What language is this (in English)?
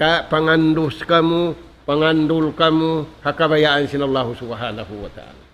Tausug